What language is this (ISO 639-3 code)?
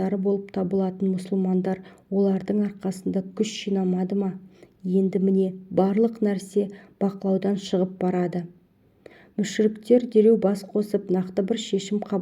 kaz